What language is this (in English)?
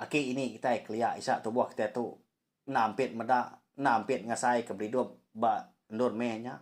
Iban